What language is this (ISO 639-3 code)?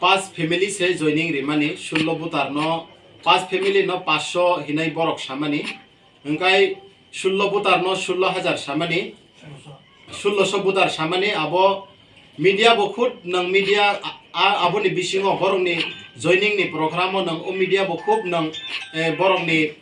trp